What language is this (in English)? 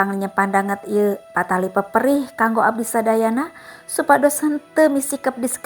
Sundanese